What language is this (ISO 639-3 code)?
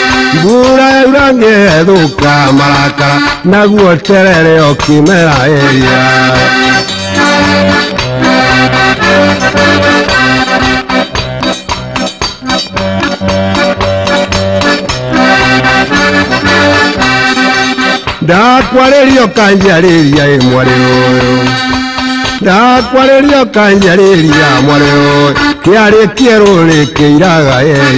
kik